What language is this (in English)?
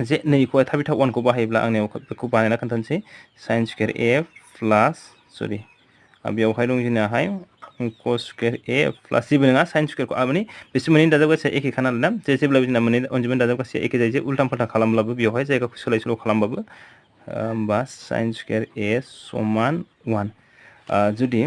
Bodo